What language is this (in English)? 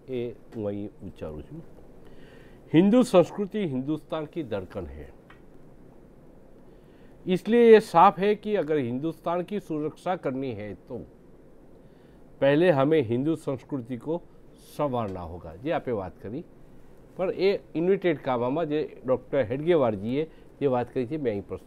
Gujarati